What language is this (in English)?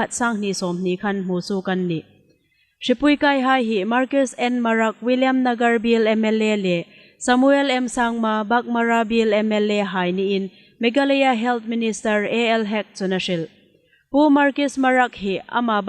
Hmar